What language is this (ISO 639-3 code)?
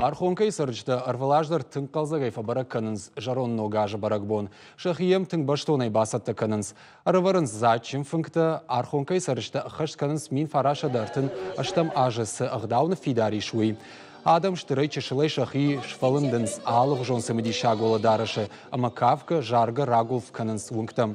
oss